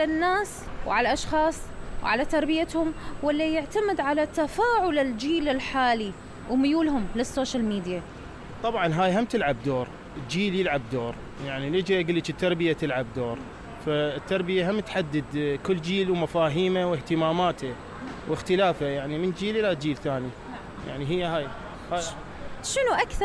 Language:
Mesopotamian Arabic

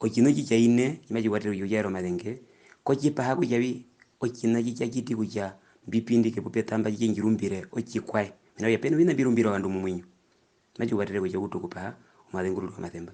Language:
Herero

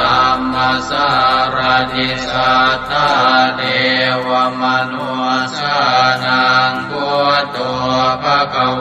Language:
Pali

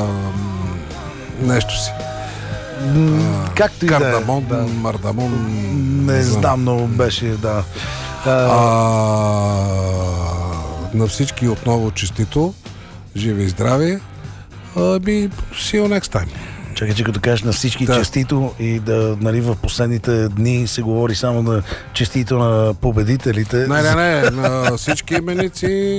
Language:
Bulgarian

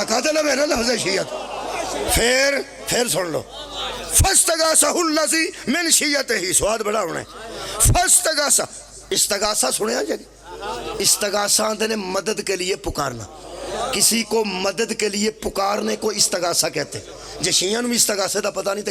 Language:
Pahari-Potwari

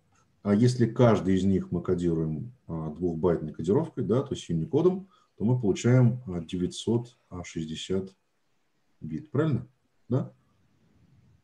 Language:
Russian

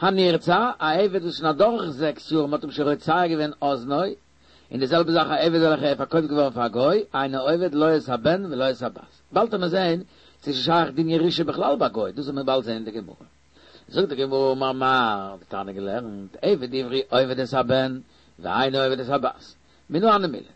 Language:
Yiddish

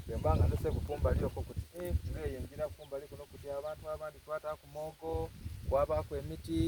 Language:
Soga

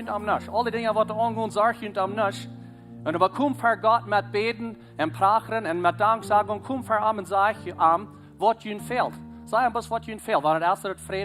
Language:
Plautdietsch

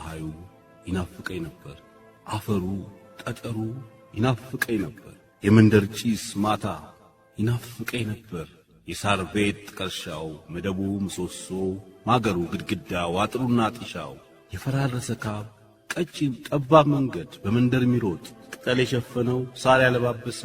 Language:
Amharic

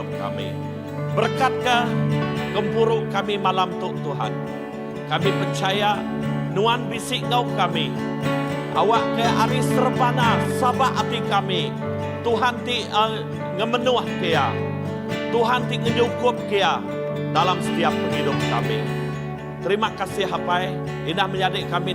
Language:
Iban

